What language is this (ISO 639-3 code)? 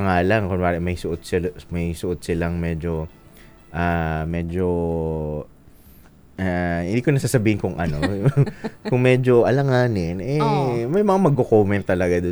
fil